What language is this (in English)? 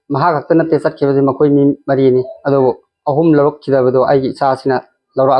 Manipuri